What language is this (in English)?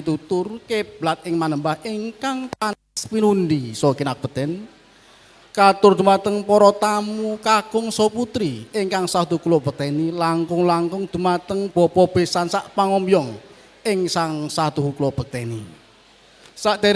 Javanese